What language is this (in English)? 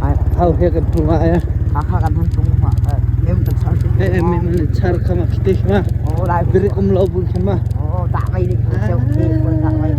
Hakha Chin